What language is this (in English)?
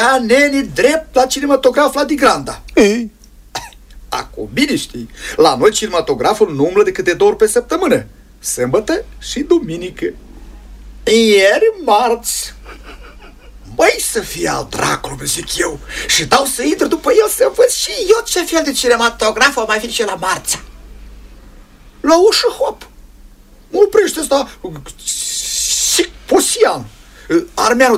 Romanian